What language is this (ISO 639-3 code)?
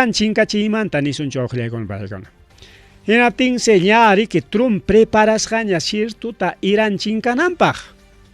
quy